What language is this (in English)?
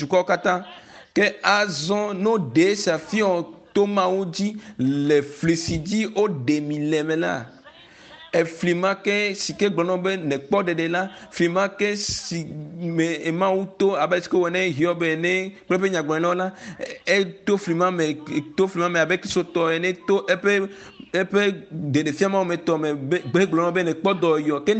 Ewe